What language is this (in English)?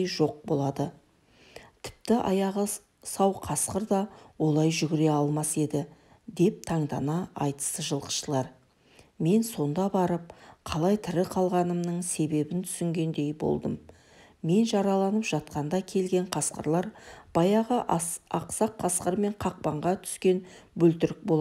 Kazakh